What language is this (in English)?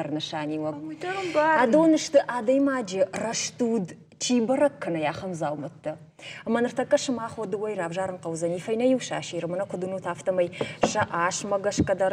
Ossetic